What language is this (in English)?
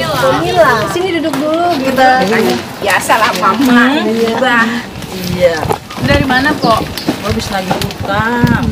Betawi